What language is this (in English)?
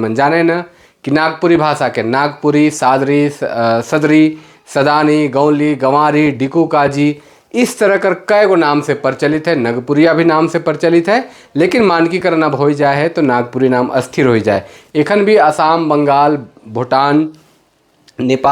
Sadri